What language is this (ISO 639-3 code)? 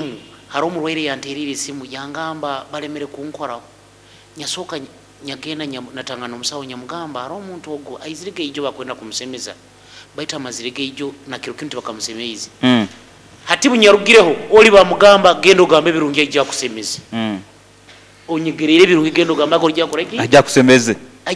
nyo